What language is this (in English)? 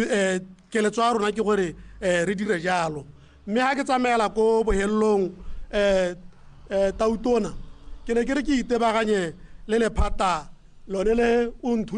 Tswana